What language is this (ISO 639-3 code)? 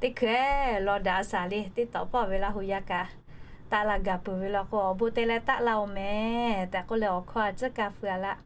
lhu